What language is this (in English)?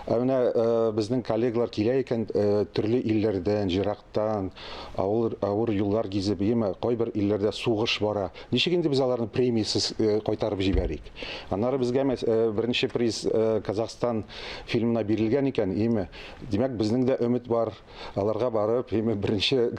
Tatar